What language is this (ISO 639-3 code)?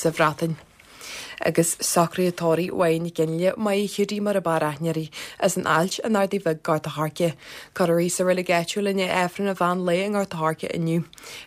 gle